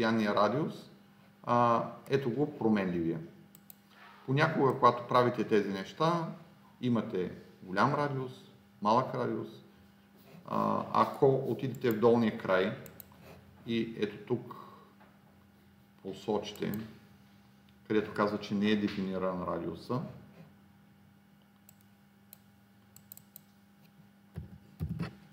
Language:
Bulgarian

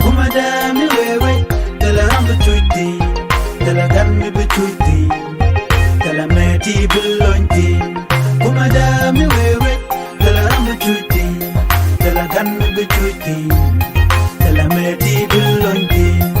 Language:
Nuer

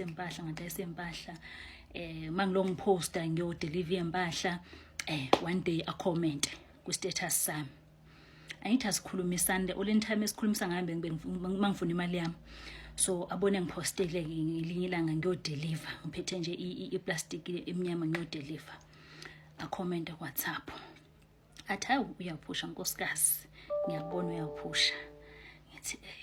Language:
Zulu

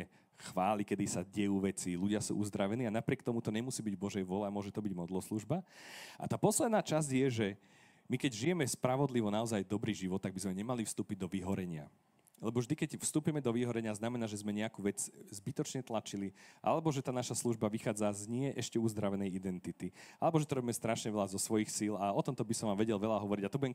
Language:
Slovak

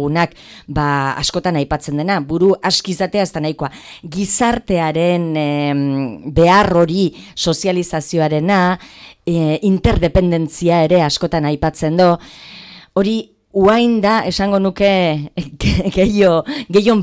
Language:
Basque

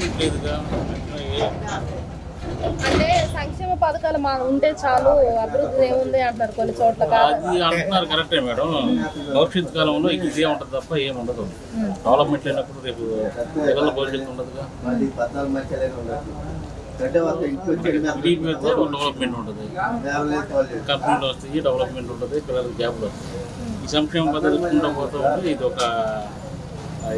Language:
Telugu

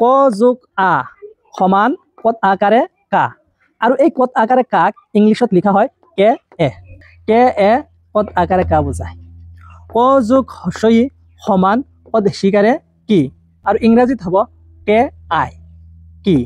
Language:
Assamese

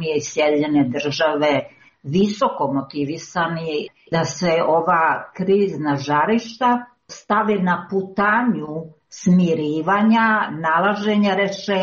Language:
Serbian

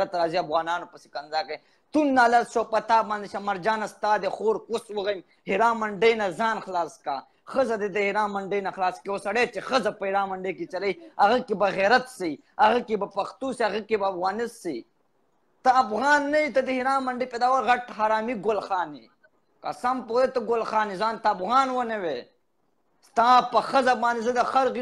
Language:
Pashto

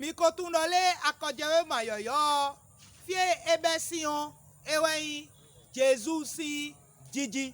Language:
Fon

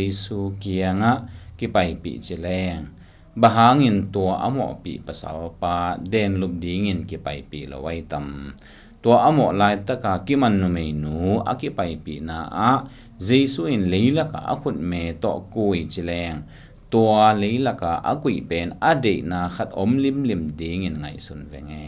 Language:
Tedim Chin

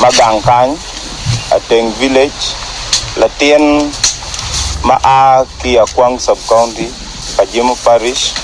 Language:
Acoli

